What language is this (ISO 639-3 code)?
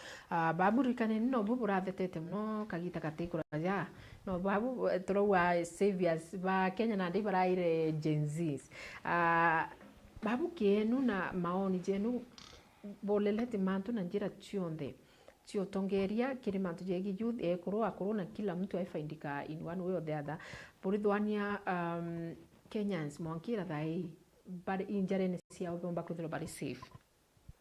mer